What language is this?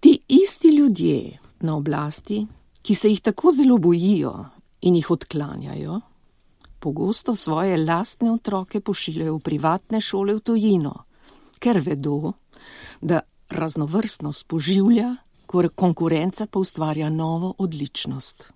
Slovenian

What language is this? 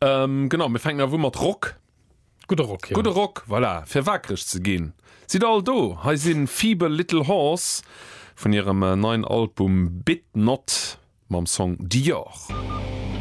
Luxembourgish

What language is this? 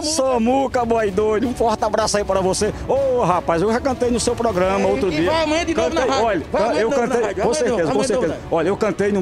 Portuguese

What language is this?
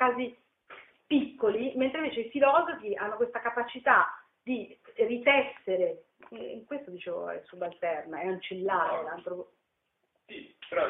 Italian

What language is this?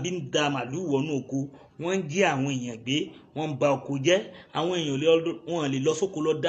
Yoruba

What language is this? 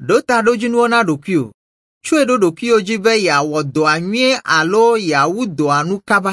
Ewe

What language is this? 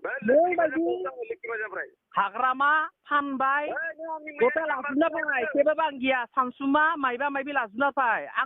Bodo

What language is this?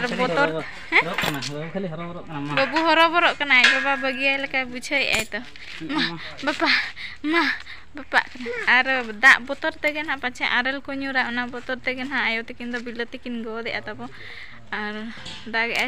Santali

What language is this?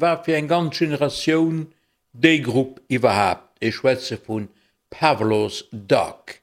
Luxembourgish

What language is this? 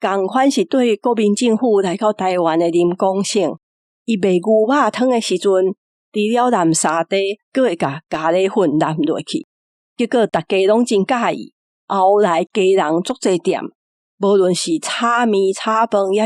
Min Nan Chinese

